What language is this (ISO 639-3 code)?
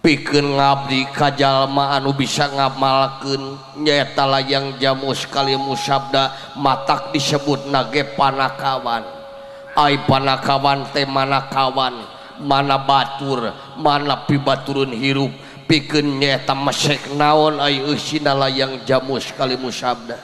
sun